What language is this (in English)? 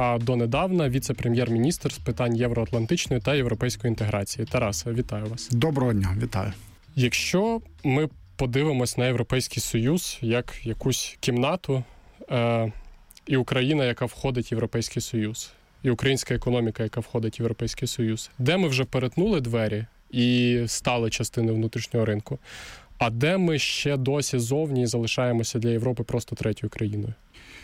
Ukrainian